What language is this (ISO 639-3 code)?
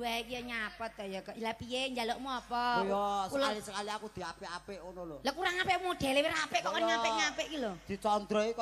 jav